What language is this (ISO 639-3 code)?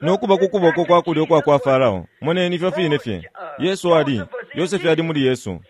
bem